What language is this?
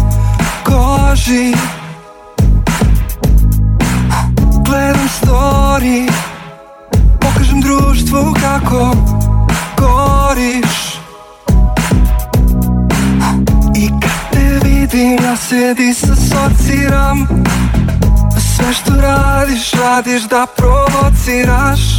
Serbian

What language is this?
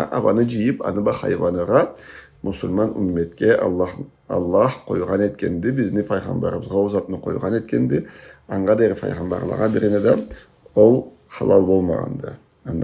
Karachay-Balkar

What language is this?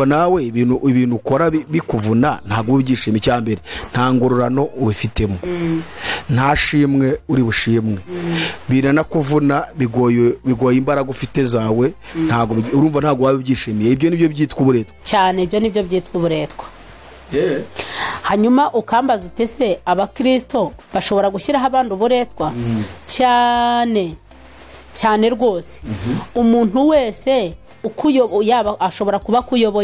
Kinyarwanda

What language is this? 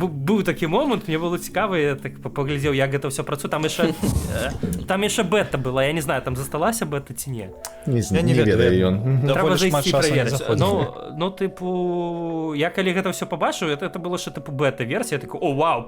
Belarusian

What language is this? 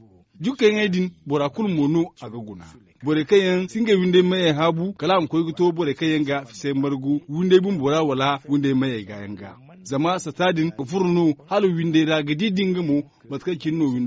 Zarma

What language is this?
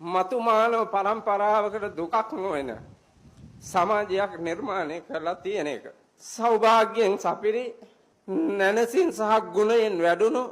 Sinhala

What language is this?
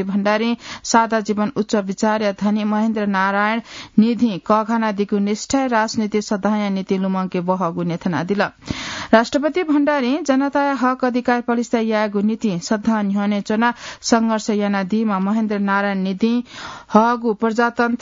Newari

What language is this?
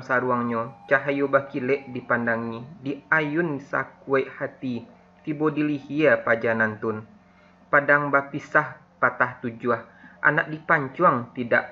Minangkabau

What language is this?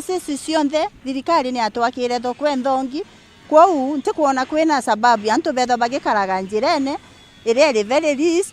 Meru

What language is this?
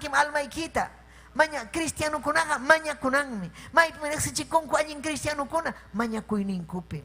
Ayacucho Quechua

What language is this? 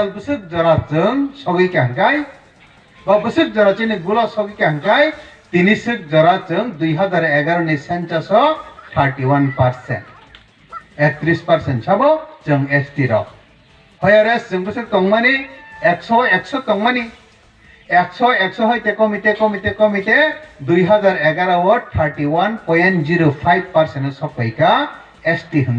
Riang (India)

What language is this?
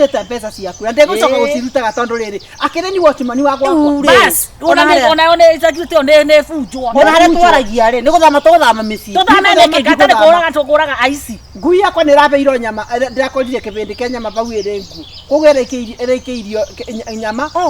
Kikuyu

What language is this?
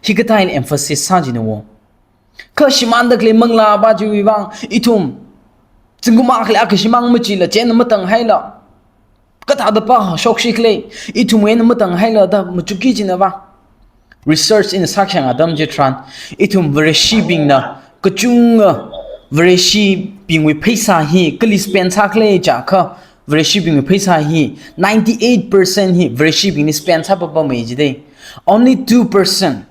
Tangkhul Naga (India)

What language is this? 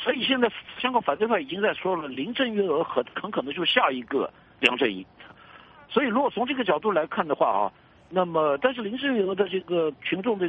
Chinese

